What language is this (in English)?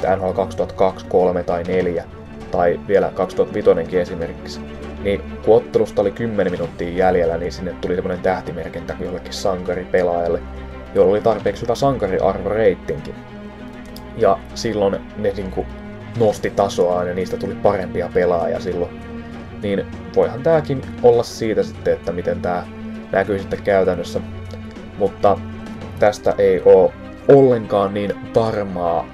Finnish